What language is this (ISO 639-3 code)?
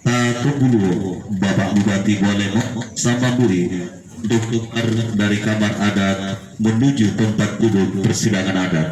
gor